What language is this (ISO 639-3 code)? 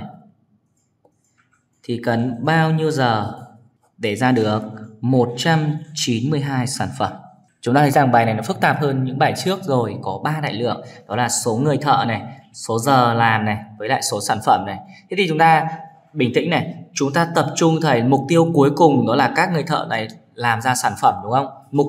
vie